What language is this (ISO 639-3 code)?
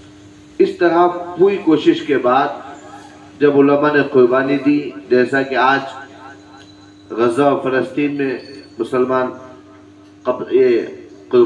urd